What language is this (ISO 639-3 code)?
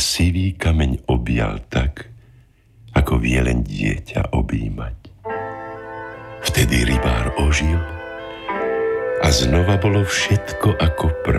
slk